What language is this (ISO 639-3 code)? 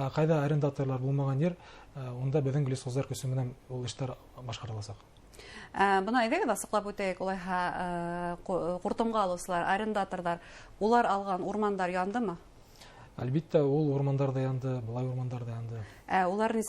bak